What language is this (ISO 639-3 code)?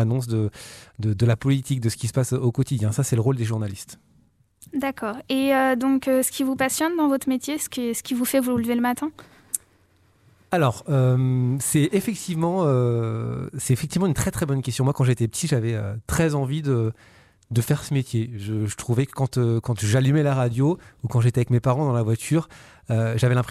fra